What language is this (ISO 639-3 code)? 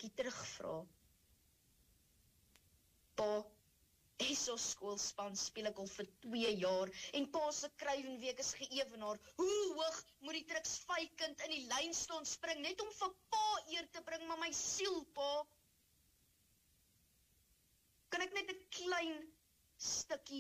afr